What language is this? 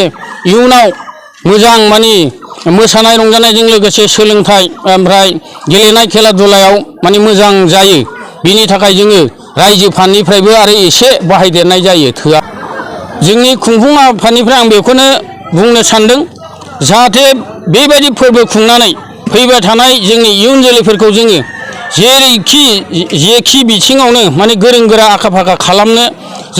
Bodo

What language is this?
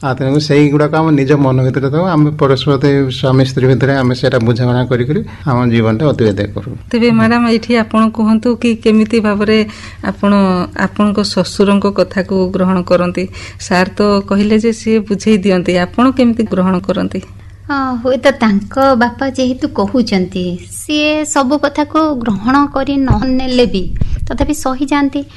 Odia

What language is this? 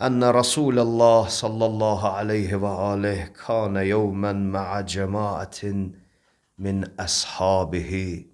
Azerbaijani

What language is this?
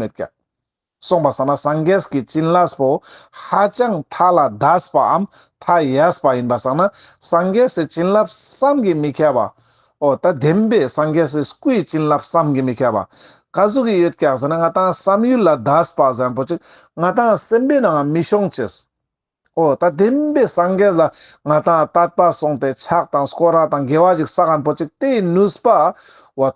Ladakhi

